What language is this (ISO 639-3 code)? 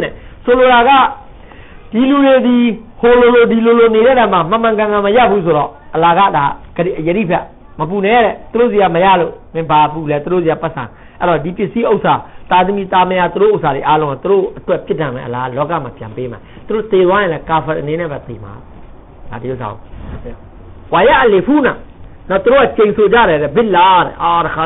mya